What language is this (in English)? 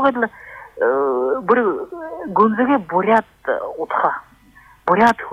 Buriat